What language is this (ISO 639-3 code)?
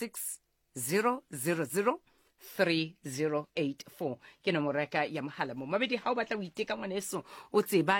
sot